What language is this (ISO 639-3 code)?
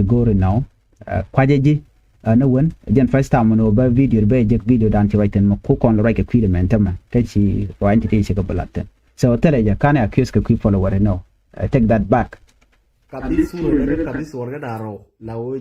nus